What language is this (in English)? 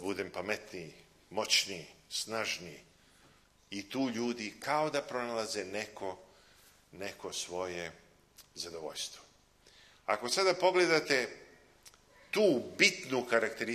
Serbian